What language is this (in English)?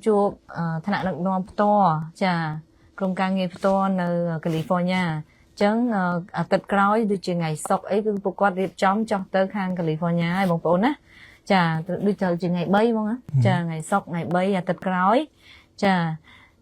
Khmer